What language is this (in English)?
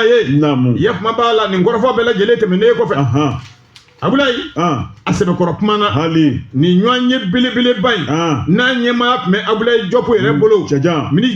Bambara